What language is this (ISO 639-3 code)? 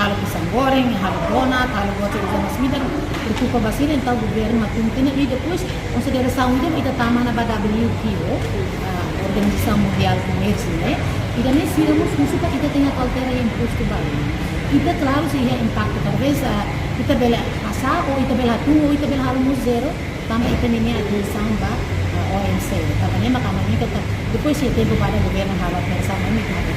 tet